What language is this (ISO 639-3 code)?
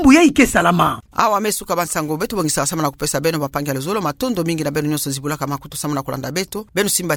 ktu